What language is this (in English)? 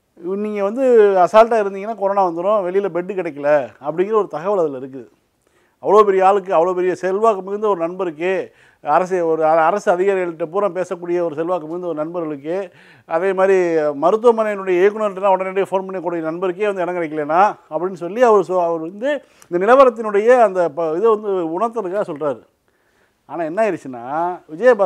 Tamil